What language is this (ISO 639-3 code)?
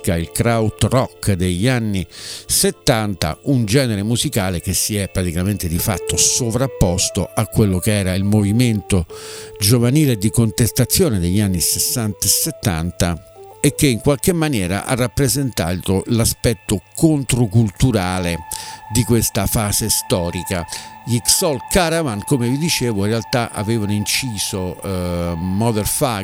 ita